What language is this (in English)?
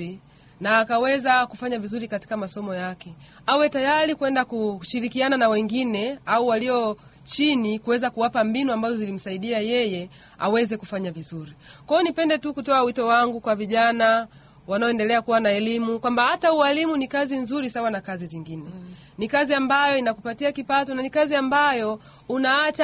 Swahili